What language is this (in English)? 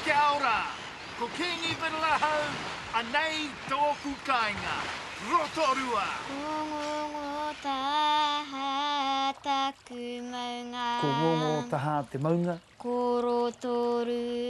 Māori